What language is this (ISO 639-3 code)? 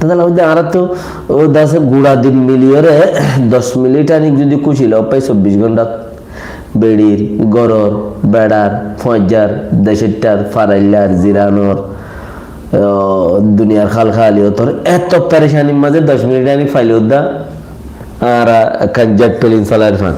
rhg